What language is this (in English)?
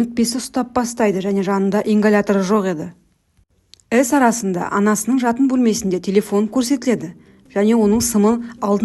Kazakh